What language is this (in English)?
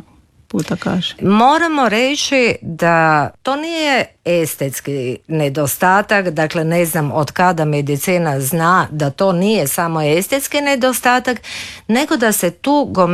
Croatian